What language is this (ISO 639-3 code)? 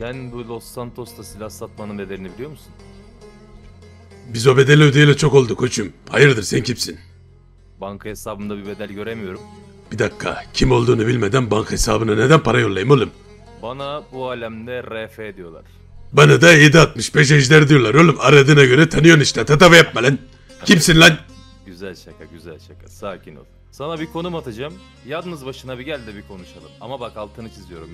tur